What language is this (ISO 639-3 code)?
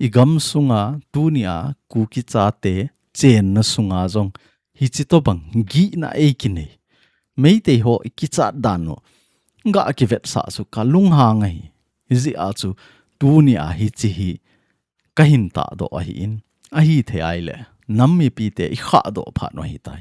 tcz